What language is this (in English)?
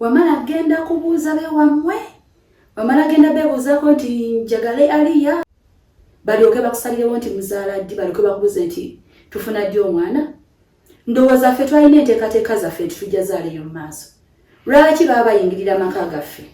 Ganda